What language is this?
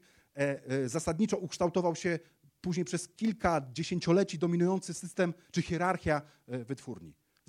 Polish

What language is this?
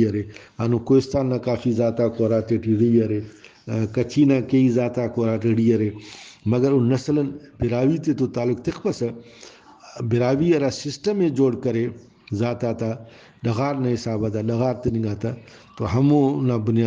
Brahui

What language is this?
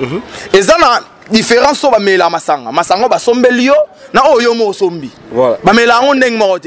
Lingala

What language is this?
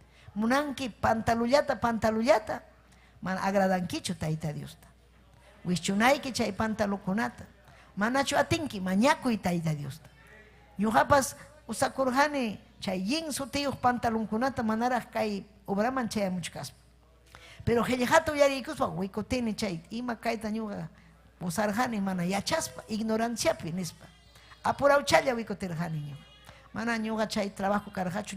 Ayacucho Quechua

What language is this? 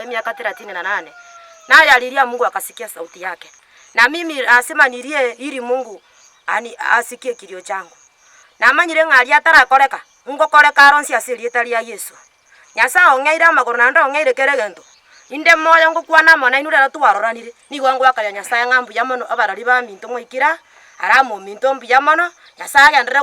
Gusii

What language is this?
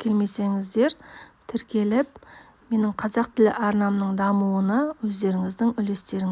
Kazakh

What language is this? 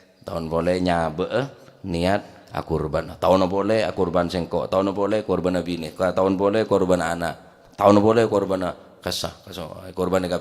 Madurese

